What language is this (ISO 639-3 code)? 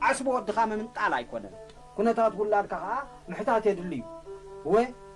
tir